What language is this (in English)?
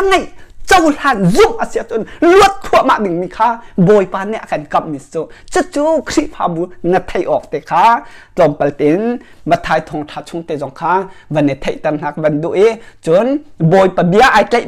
Hakha Chin